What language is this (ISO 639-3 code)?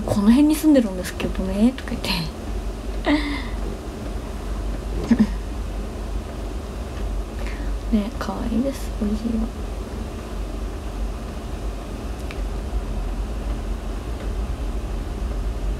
jpn